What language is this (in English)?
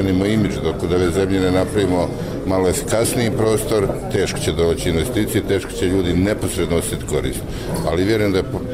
Bosnian